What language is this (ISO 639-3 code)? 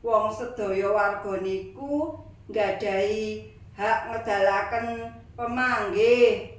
jav